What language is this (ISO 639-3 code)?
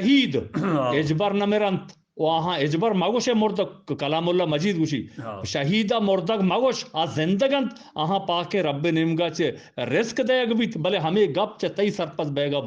bgp